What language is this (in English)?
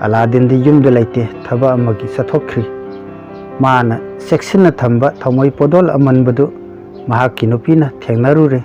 Manipuri